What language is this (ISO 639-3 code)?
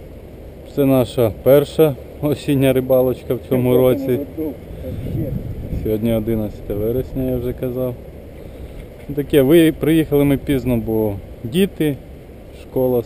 ukr